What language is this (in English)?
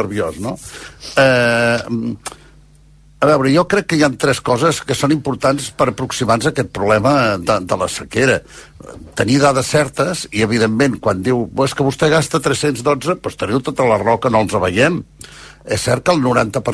Catalan